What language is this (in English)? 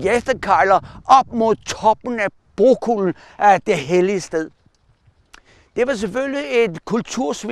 Danish